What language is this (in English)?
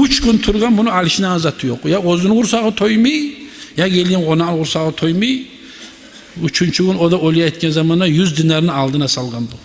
Kumyk